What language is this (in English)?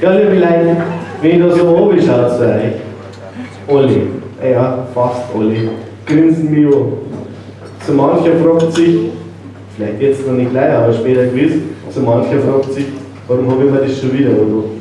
Bavarian